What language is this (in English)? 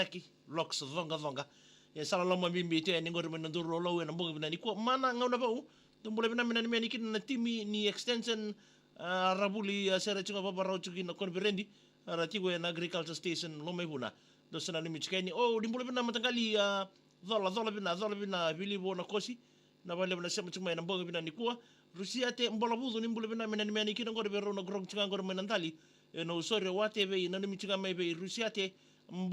Fijian